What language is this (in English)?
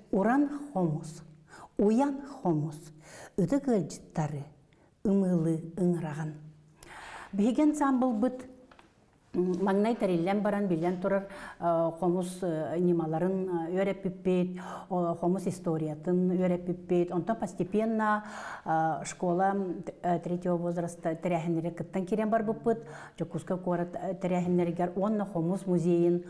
Yakut